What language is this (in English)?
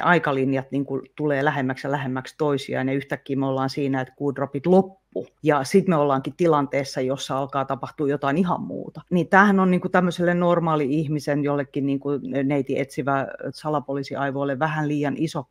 Finnish